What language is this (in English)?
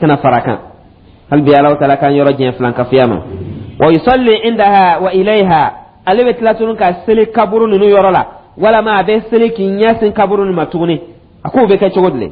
Dyula